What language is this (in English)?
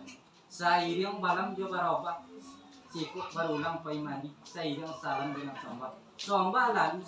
Minangkabau